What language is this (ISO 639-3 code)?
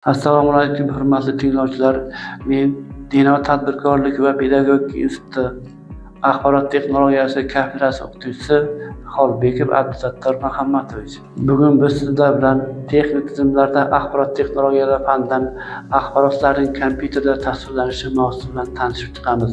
uzb